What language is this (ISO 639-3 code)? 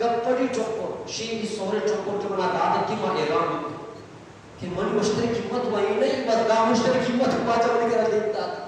bgp